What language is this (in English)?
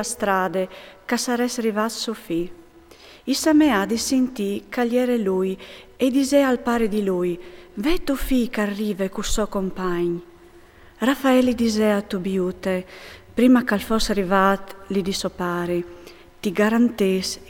Friulian